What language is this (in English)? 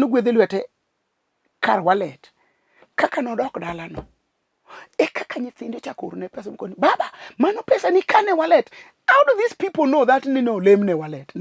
Luo (Kenya and Tanzania)